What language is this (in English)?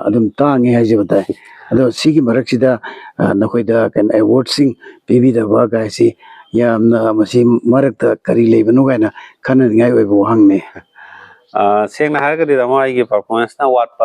Manipuri